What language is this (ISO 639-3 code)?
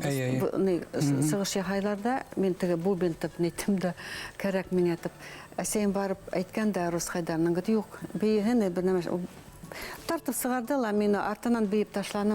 bak